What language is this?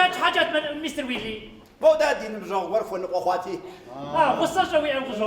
Kabardian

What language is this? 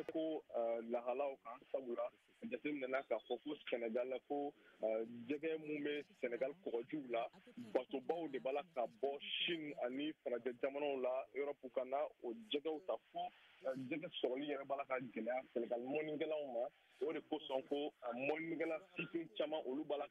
Bambara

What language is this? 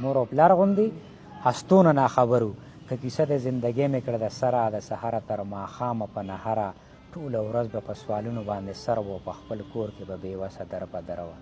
Pashto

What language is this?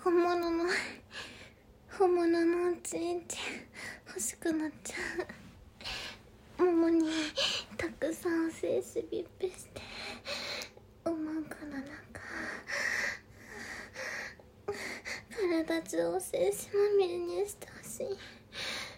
Japanese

